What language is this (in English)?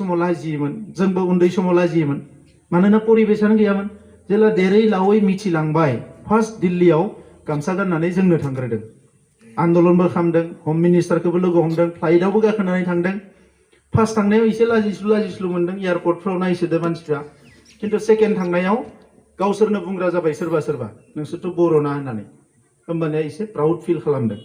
Bodo